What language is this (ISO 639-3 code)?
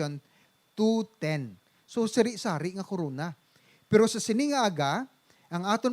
hil